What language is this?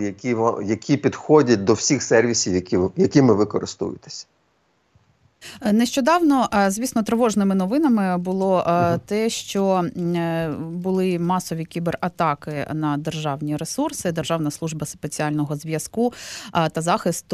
Ukrainian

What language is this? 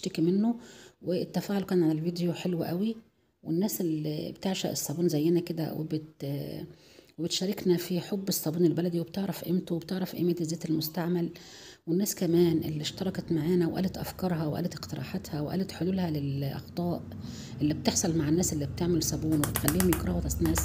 Egyptian Arabic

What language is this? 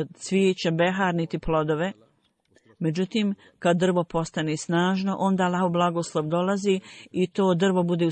Bosnian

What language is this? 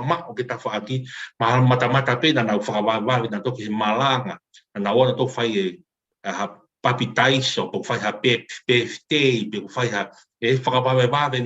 Tongan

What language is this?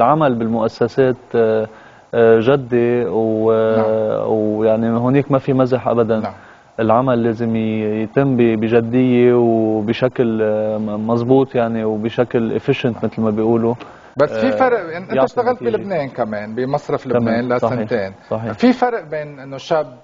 North Levantine Arabic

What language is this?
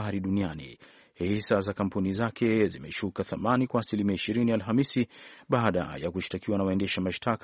Swahili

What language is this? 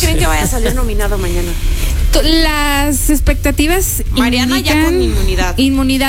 Spanish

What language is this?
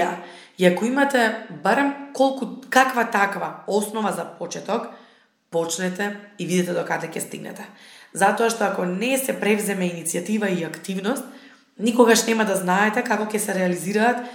Macedonian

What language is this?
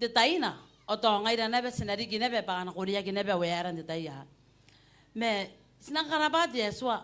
Gilbertese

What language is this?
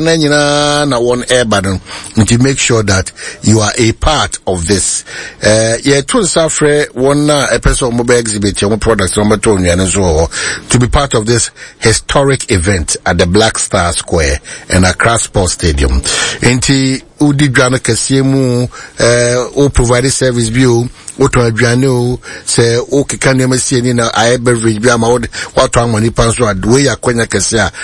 Akan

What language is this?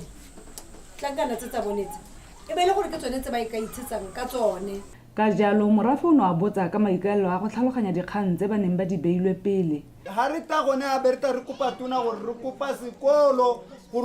Tswana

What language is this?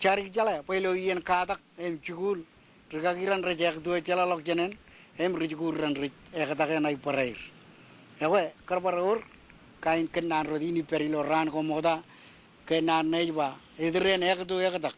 Marshallese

